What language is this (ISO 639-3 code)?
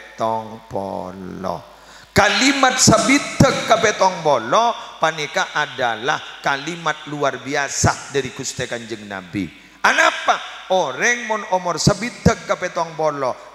mad